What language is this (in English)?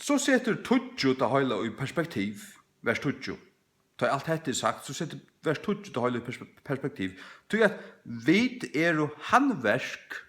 Faroese